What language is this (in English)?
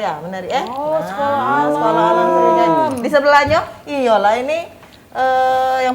Musi